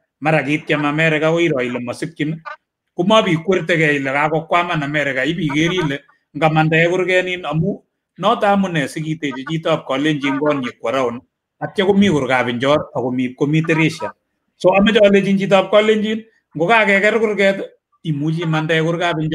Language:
Kalenjin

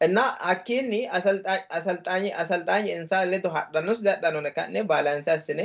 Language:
Sidamo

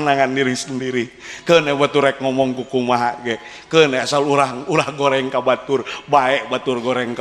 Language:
Sundanese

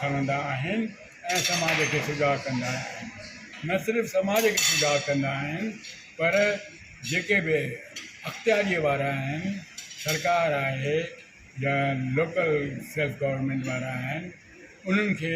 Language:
Sindhi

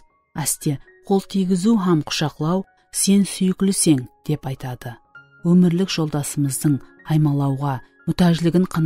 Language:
Kara-Kalpak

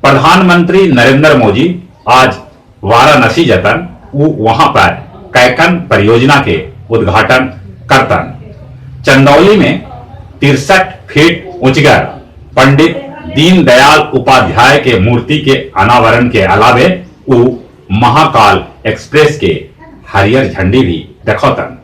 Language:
Magahi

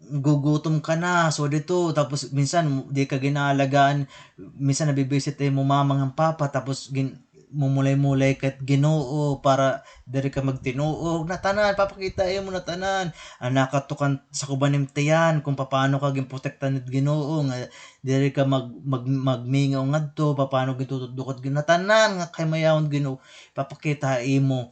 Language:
Waray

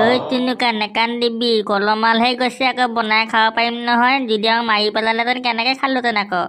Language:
Assamese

